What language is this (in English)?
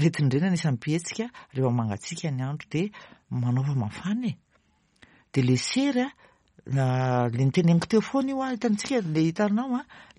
Malagasy